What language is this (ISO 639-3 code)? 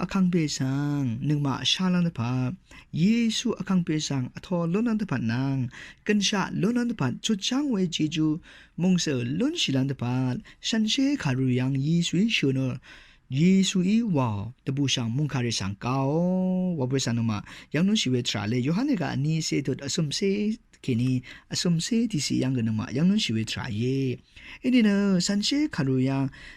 raw